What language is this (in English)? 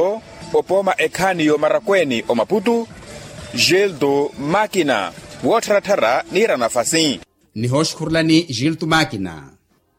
Makhuwa